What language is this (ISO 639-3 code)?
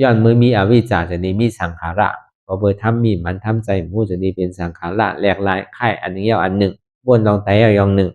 shn